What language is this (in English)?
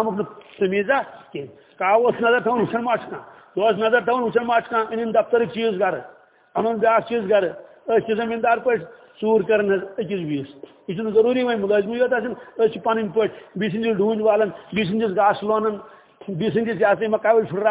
Kashmiri